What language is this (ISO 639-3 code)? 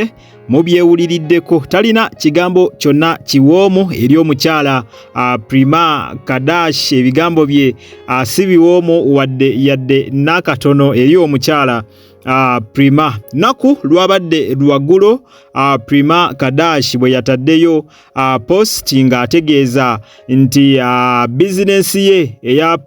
lug